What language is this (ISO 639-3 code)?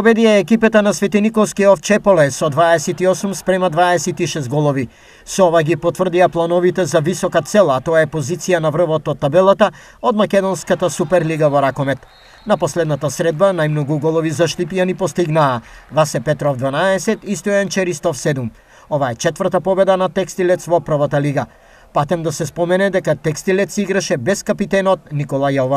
mkd